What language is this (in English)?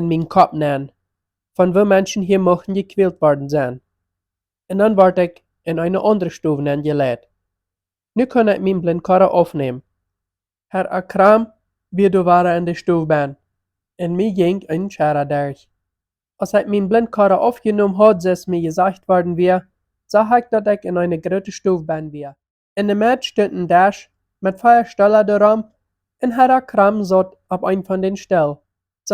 Plautdietsch